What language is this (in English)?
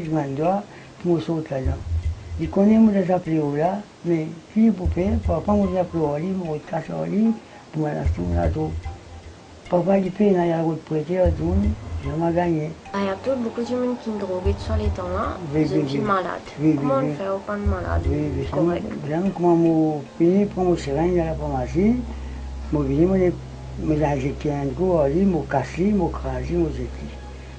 Morisyen